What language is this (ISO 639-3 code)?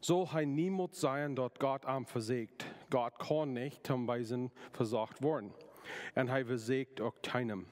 pdt